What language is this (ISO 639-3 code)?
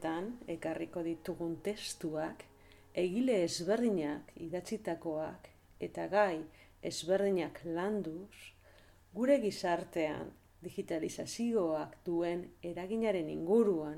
eus